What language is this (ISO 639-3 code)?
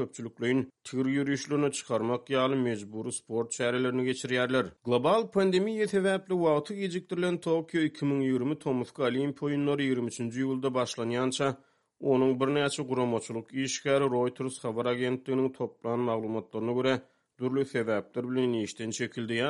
tuk